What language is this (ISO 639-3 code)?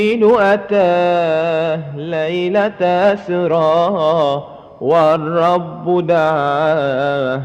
mad